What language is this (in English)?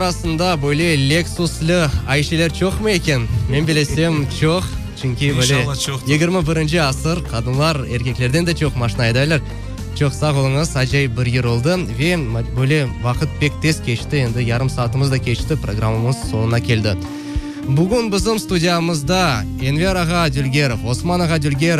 Crimean Tatar